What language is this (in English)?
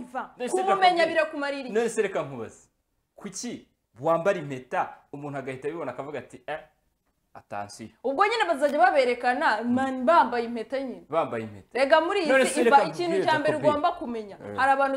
Kinyarwanda